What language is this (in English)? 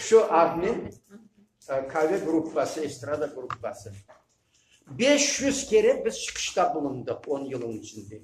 Crimean Tatar